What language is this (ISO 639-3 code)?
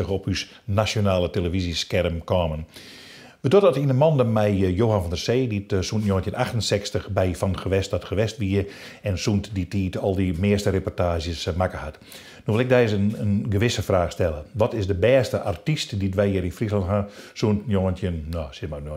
fry